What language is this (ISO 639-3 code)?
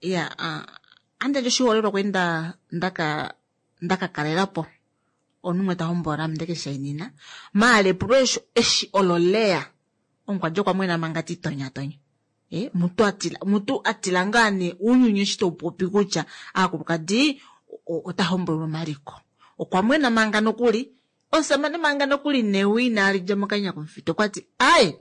kua